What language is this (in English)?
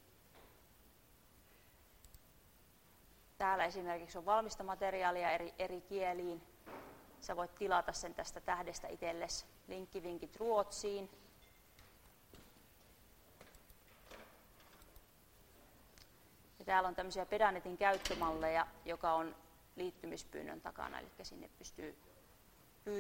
Finnish